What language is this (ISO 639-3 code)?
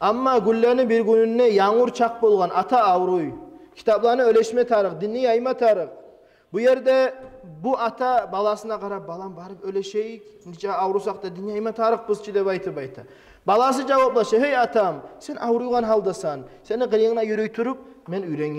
kum